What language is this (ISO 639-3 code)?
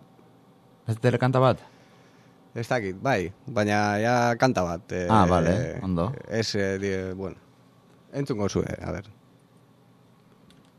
eus